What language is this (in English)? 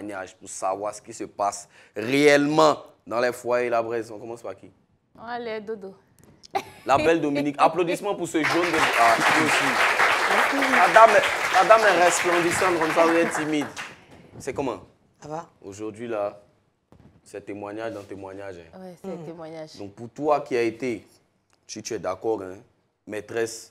French